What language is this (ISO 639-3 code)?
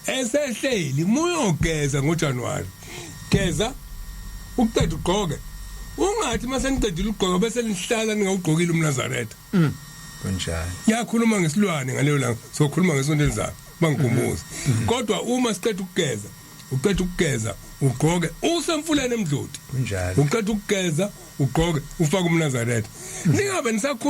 zul